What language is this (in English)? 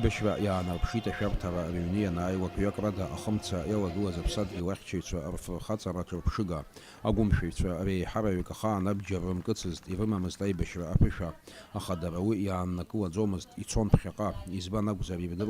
Abkhazian